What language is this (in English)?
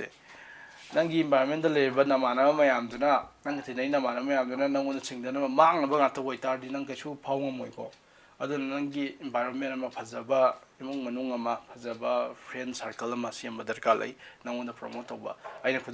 Manipuri